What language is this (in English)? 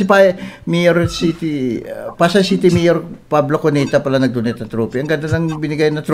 Filipino